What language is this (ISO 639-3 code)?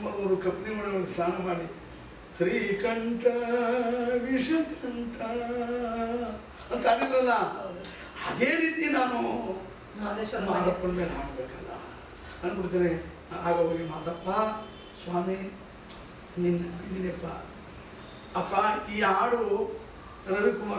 kan